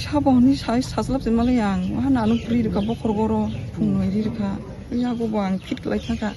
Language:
Kok Borok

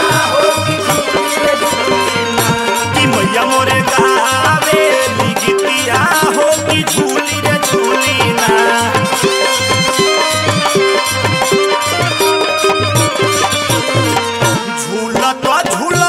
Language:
Bhojpuri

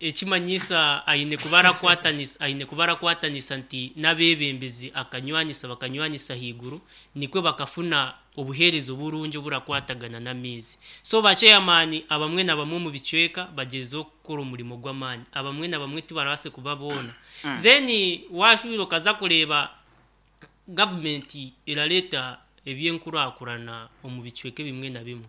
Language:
Nyankole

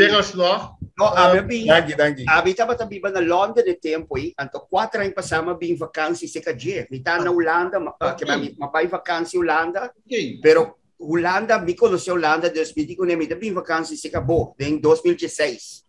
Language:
Papiamento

